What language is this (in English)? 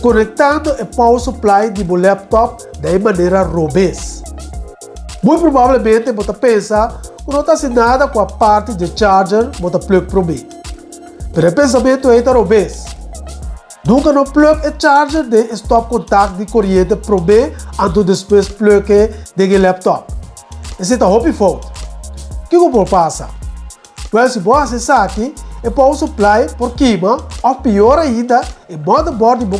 Papiamento